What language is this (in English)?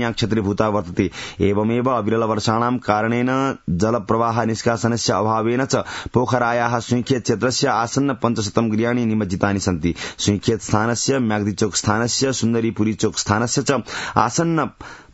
Sanskrit